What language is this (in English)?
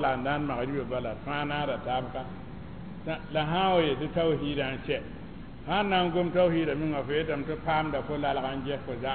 Mossi